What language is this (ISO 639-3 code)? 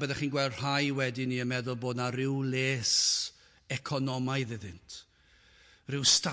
cym